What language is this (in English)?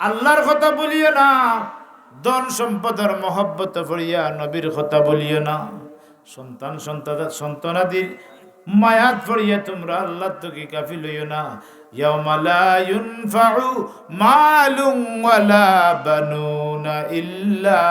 Sylheti